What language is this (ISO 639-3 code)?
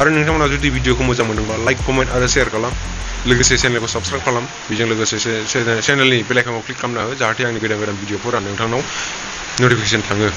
brx